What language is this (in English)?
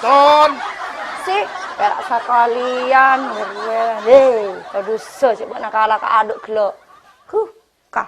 Madurese